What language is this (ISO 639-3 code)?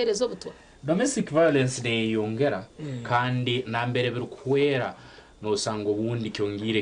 nyn